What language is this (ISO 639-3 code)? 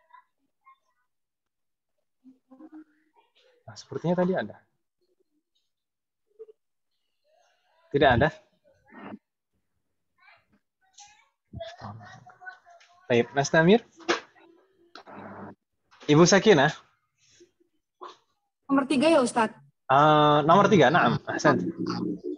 ind